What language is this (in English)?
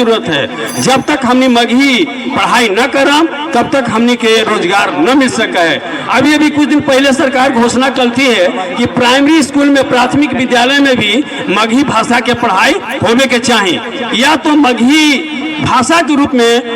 Magahi